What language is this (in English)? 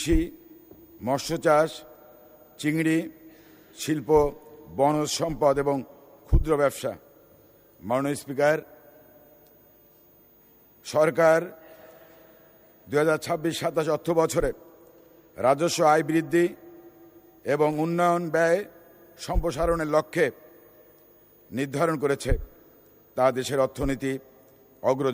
Bangla